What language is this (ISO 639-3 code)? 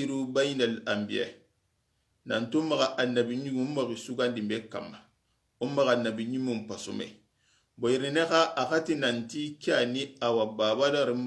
snk